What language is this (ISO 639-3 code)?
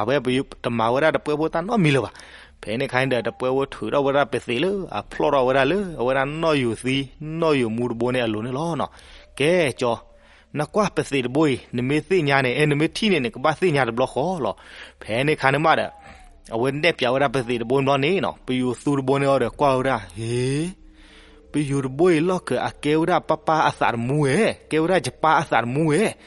ksw